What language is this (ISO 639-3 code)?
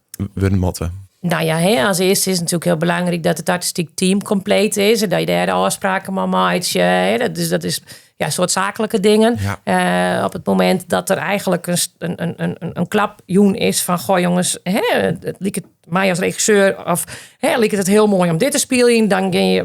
fry